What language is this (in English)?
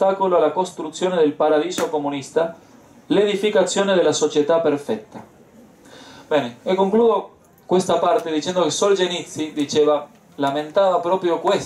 Italian